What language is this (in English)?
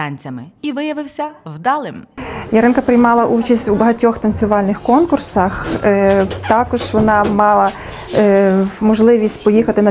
Ukrainian